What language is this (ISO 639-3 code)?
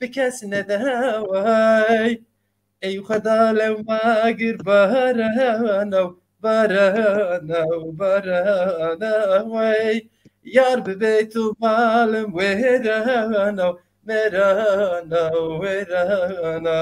zza